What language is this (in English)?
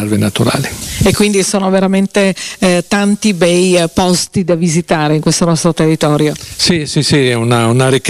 Italian